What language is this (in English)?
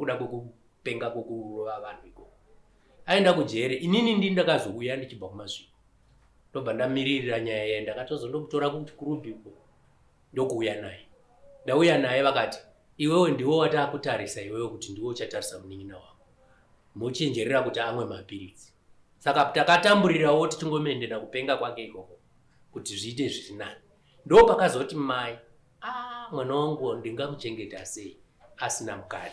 Shona